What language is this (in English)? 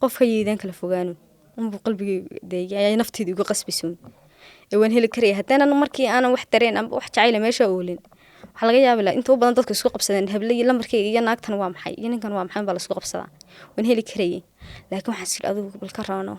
Somali